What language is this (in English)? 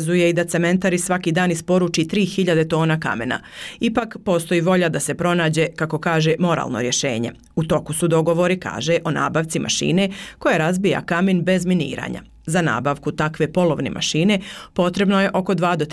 Bosnian